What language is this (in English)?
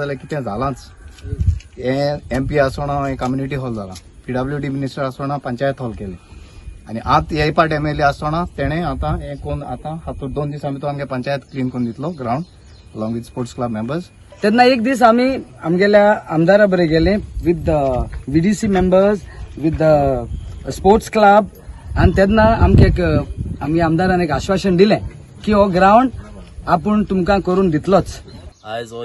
Konkani